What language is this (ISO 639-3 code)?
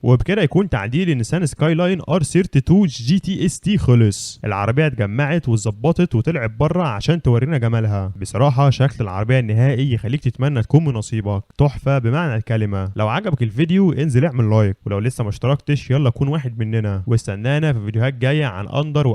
arz